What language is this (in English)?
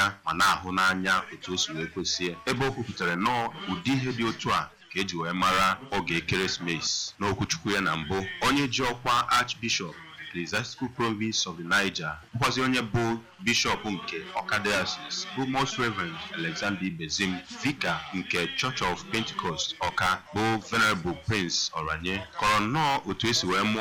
Igbo